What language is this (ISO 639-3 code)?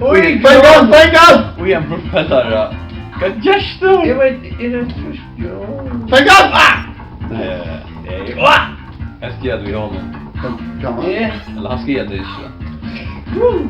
fao